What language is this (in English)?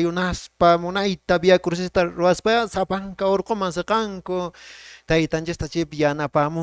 Quechua